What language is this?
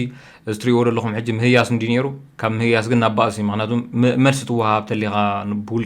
Tigrinya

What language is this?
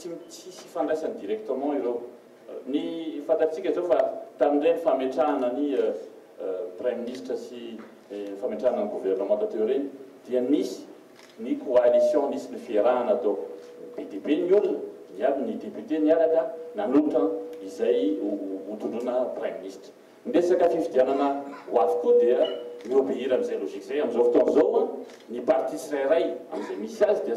Malagasy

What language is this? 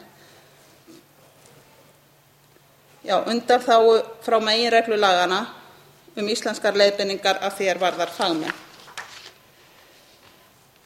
Icelandic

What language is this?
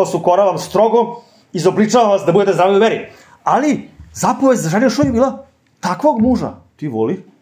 Serbian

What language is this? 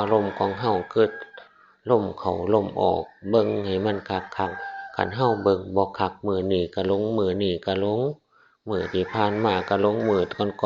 Northeastern Thai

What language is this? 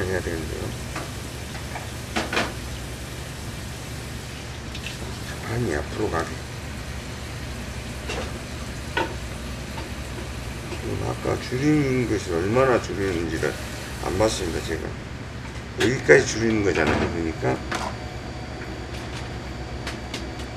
Korean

